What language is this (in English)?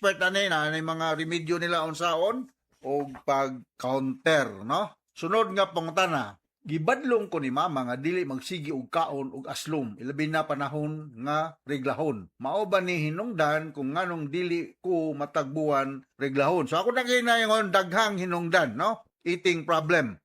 Cebuano